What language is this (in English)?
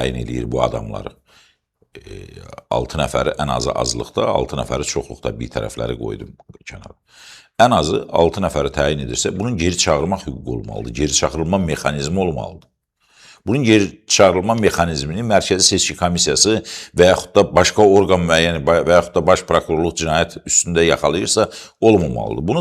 Azerbaijani